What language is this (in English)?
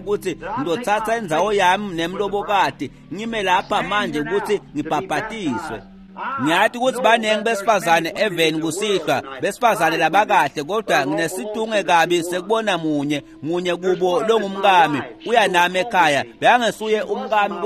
Swati